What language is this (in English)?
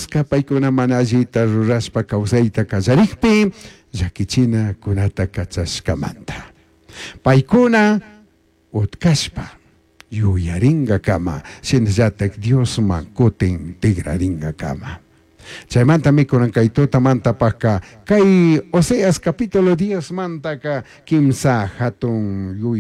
Chimborazo Highland Quichua